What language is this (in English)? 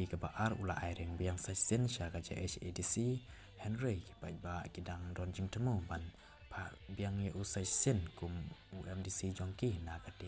Khasi